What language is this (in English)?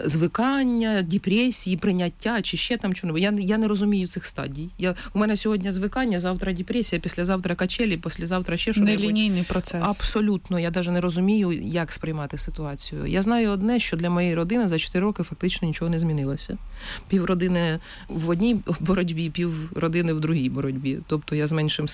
Ukrainian